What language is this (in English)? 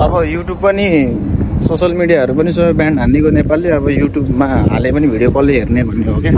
Nepali